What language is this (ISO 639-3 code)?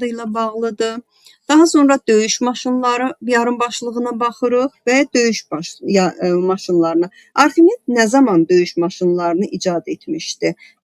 aze